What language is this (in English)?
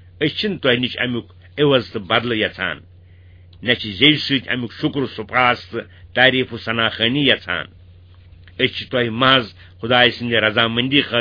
Kashmiri